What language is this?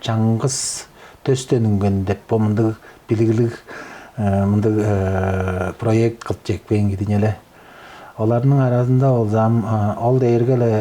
Tuvinian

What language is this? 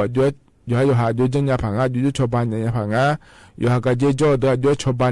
Akha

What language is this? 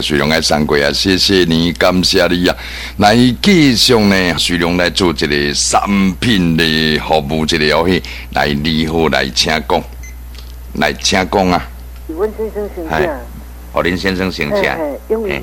Min Nan Chinese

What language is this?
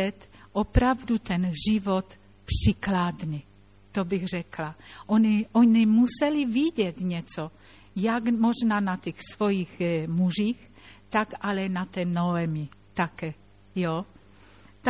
Czech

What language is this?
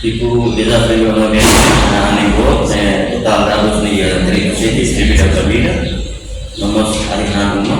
Tetum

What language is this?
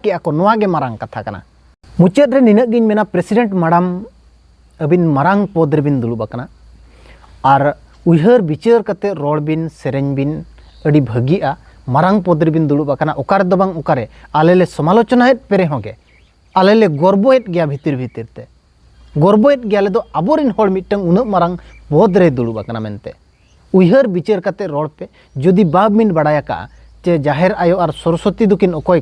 Santali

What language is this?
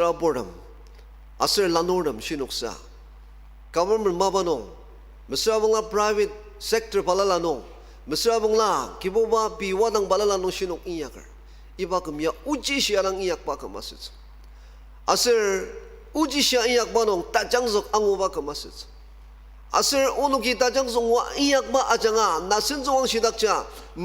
Ao Naga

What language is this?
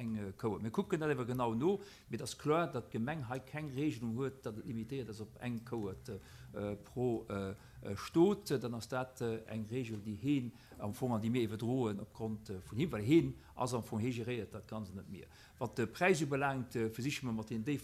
Luxembourgish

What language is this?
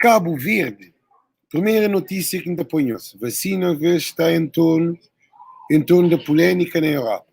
Kabuverdianu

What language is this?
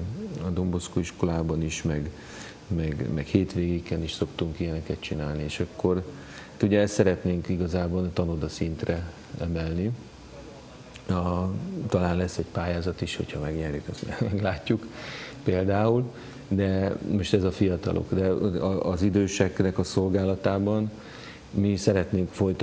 Hungarian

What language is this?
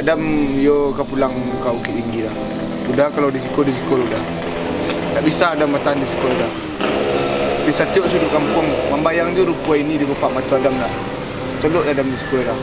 Minangkabau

